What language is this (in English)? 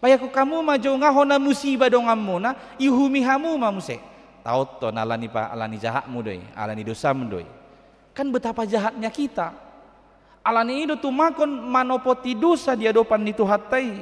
Batak Toba